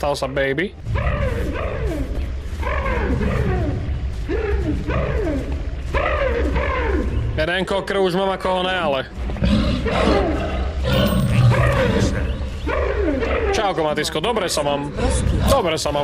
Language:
Slovak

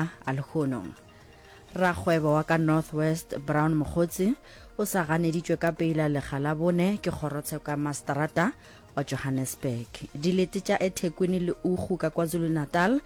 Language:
Northern Sotho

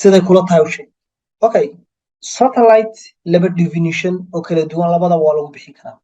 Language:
Somali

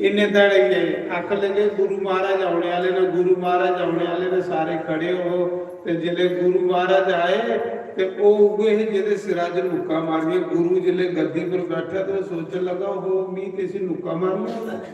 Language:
Dogri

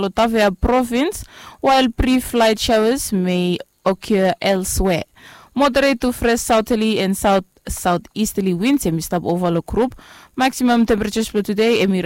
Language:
Bislama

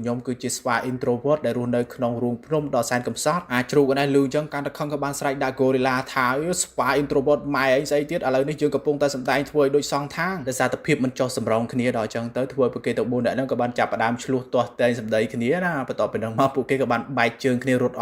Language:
Khmer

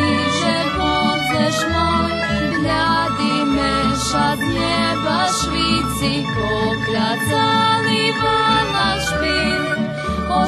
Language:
Rusyn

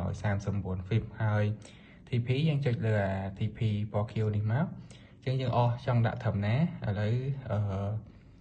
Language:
Khmer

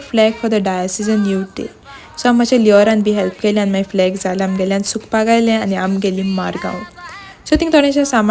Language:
Konkani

